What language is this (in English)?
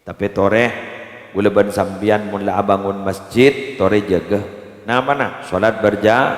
Madurese